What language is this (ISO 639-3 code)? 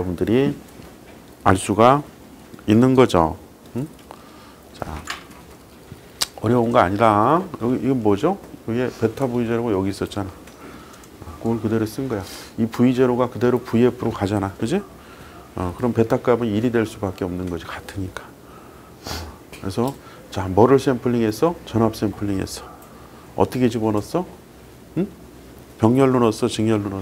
kor